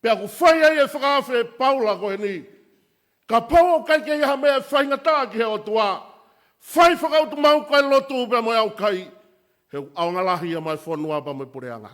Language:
Tongan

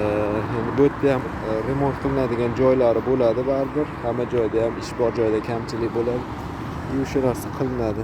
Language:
Uzbek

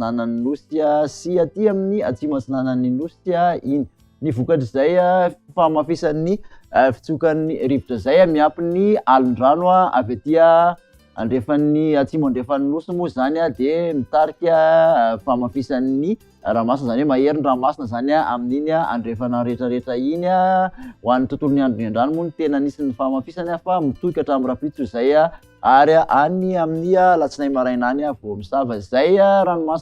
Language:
Malagasy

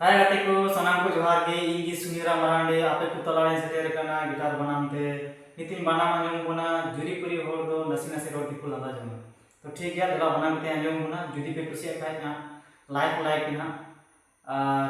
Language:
Santali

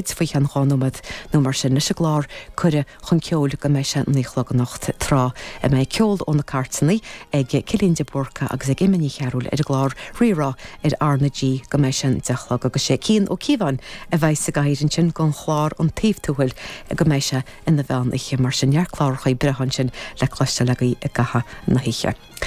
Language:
Irish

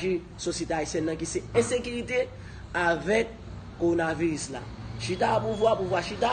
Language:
Haitian Creole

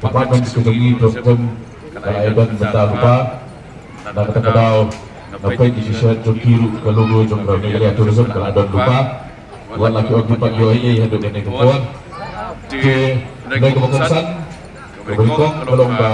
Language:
Khasi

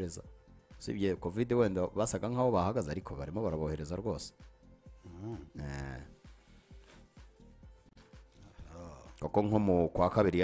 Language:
Kinyarwanda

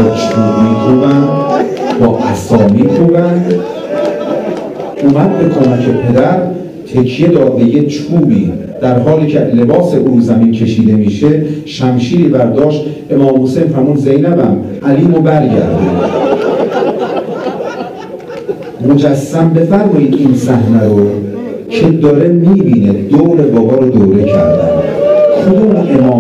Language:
Persian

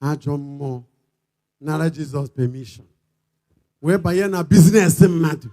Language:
Igbo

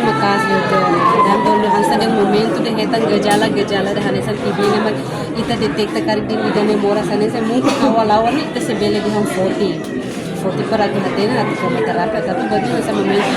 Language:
Tetum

